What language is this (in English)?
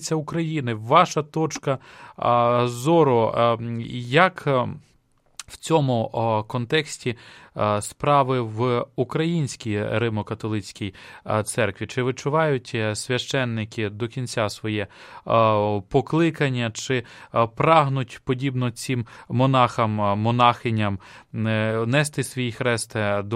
Ukrainian